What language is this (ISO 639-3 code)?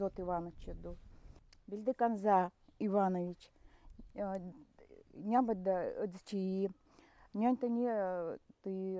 gld